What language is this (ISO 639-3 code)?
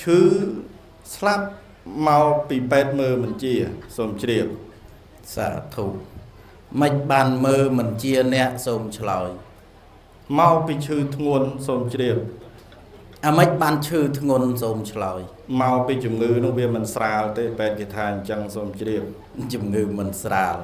khm